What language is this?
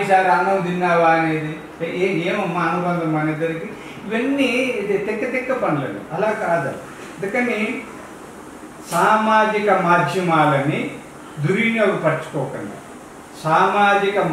Telugu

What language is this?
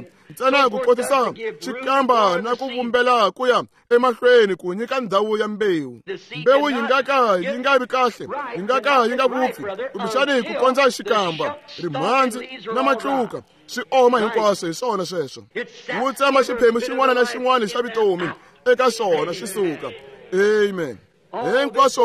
Tsonga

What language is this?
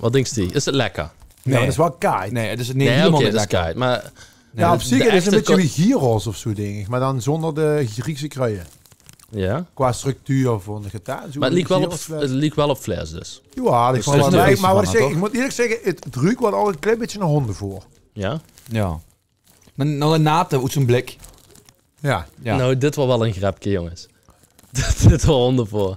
Limburgish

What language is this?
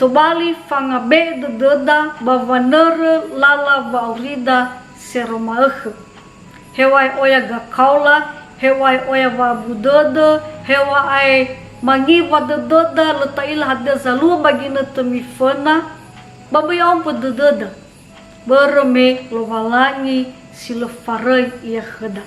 Nias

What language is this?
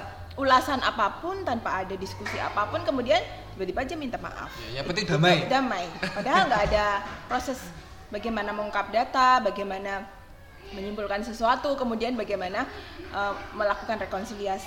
Indonesian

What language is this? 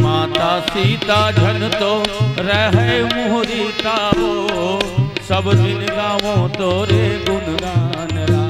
Chhattisgarhi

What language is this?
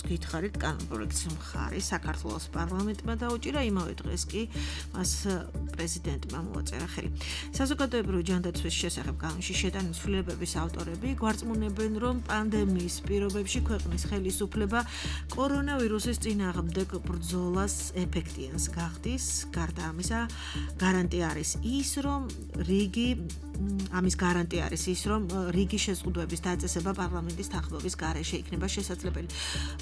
Georgian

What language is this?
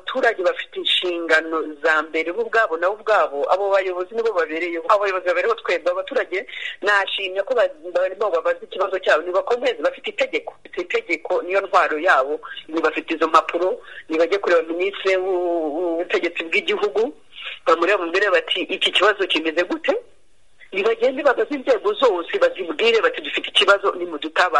Kinyarwanda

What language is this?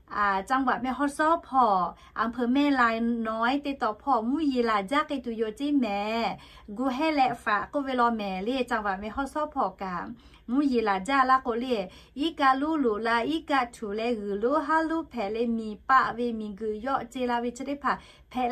Lahu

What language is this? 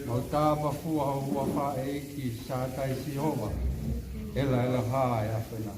Tongan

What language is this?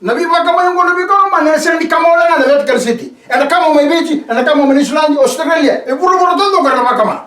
Fijian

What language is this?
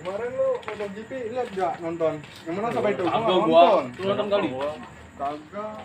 Betawi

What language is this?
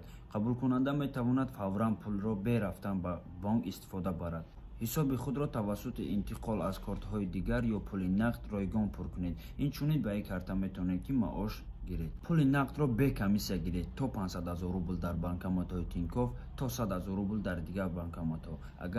Tajik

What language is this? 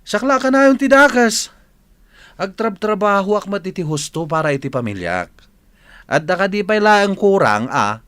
Iloko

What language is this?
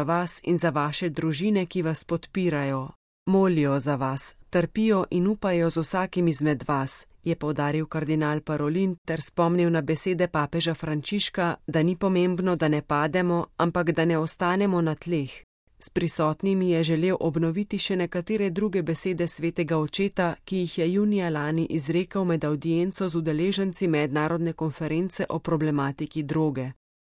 Slovenian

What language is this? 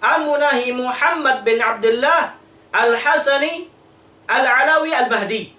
Tausug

